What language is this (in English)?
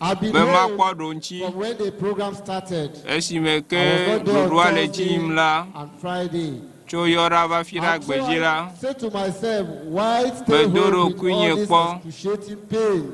Ewe